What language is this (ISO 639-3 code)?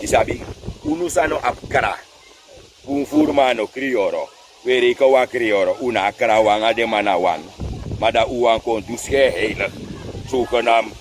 srn